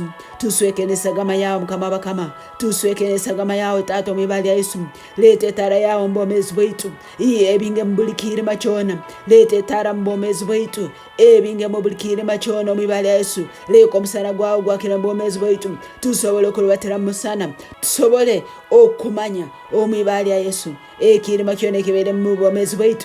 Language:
Tooro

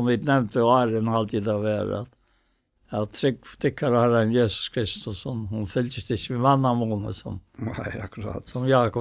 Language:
Faroese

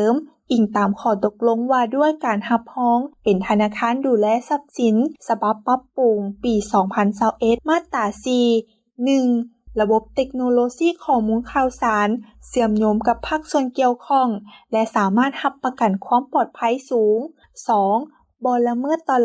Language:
Lao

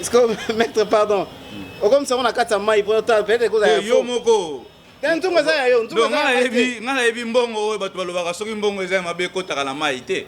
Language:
Lingala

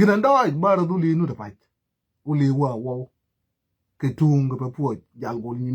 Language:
Nuer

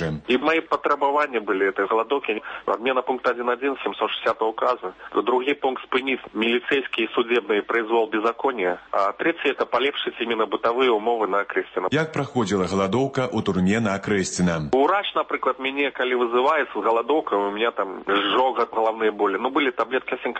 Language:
Belarusian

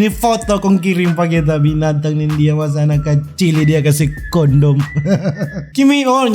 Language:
Manado Malay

